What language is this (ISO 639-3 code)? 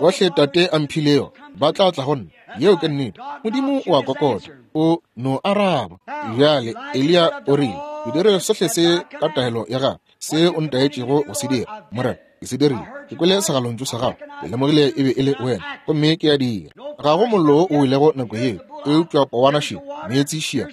nso